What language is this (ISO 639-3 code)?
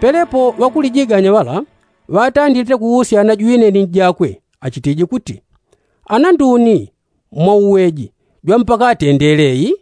yao